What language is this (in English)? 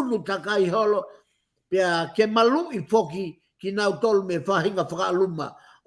Tongan